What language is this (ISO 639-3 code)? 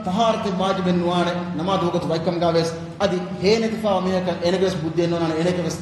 div